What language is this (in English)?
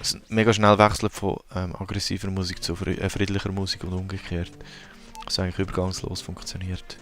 Swiss German